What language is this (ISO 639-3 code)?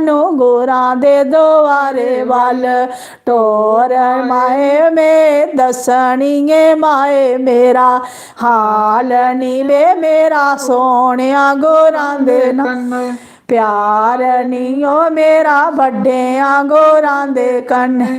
doi